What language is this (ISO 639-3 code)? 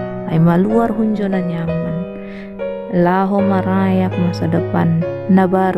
bts